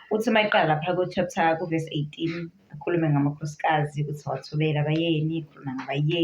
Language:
Zulu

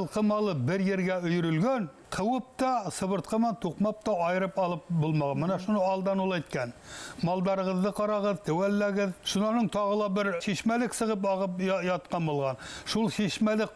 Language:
Bashkir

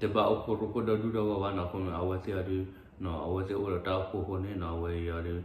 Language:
S'gaw Karen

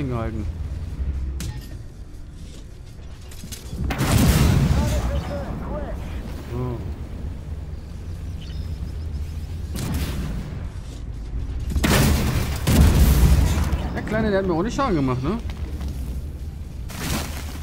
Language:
German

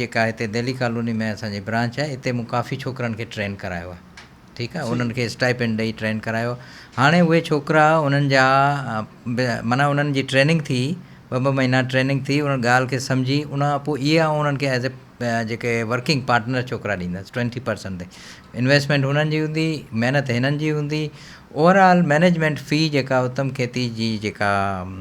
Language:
Sindhi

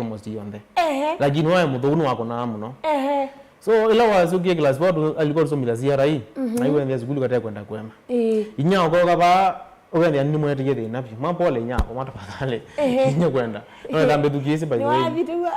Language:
Kamba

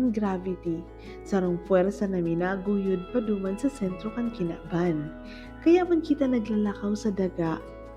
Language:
Bikol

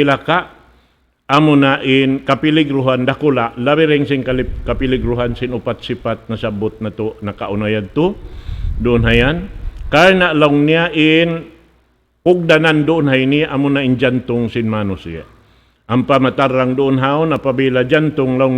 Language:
Tausug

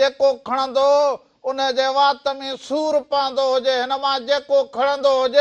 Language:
Sindhi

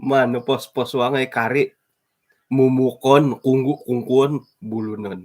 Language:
Central Dusun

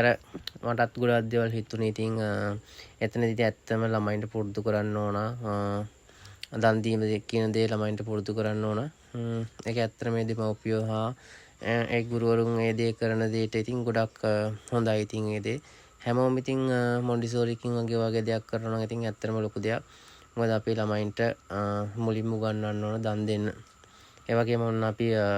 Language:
Sinhala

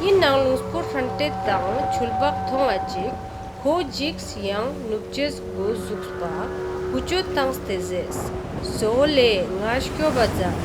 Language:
Ladakhi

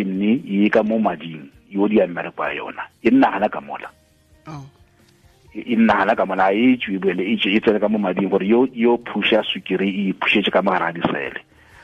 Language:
Northern Sotho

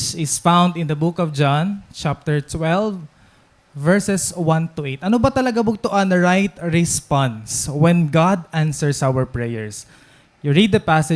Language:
Waray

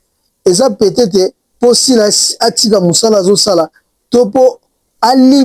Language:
Lingala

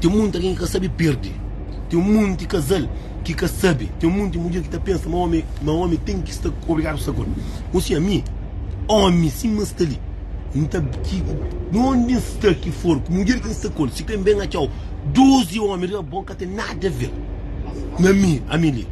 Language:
Kabuverdianu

